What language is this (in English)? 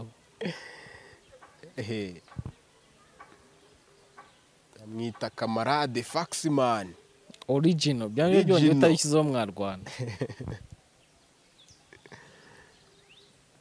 Kinyarwanda